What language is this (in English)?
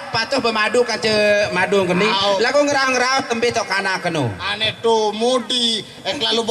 Sasak